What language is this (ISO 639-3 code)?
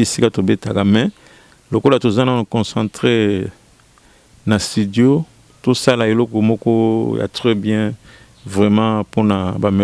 lin